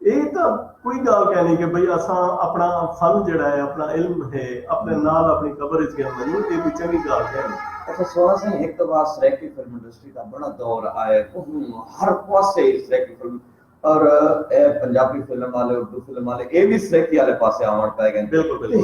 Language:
Saraiki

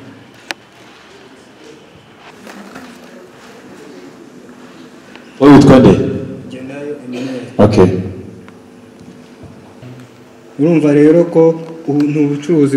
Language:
Kinyarwanda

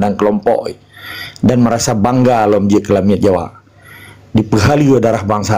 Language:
Achinese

